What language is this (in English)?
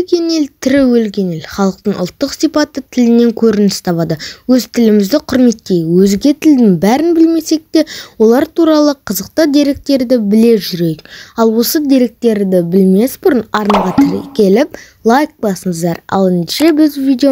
Kazakh